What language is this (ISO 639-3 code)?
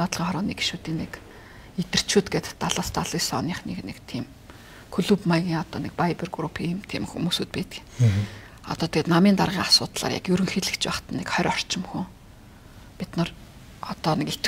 mon